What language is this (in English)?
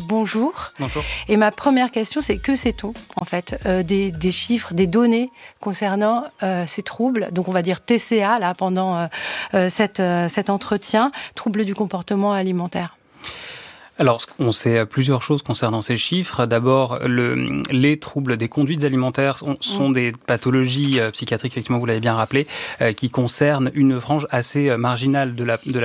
French